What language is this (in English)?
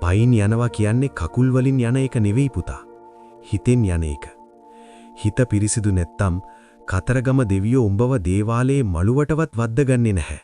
Sinhala